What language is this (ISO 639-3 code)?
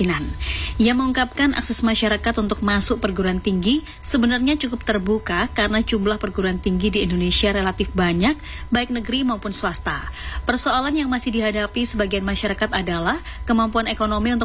ind